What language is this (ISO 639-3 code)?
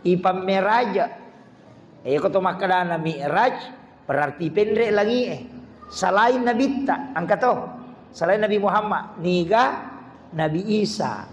bug